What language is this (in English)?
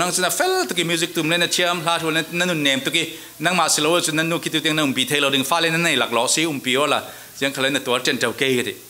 Falam Chin